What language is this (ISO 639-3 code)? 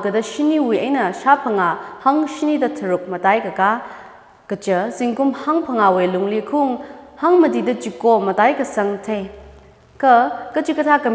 nmf